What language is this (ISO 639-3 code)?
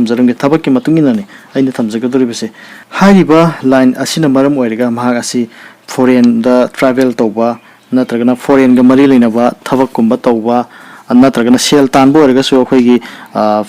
mni